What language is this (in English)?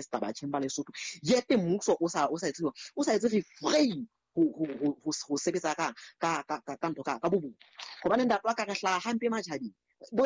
Southern Sotho